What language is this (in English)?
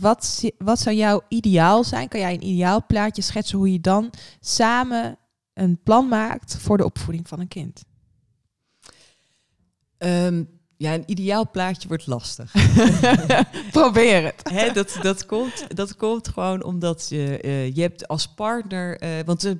Dutch